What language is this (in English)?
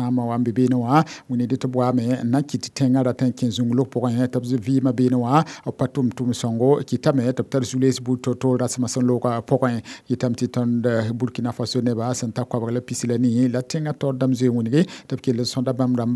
Mossi